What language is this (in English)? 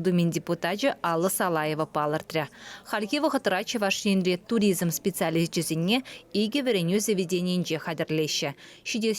Chuvash